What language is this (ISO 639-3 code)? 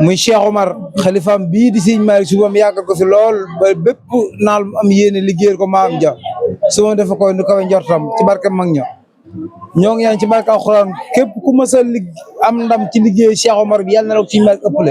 wol